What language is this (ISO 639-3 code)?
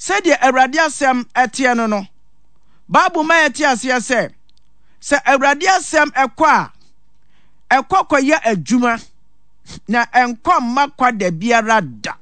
aka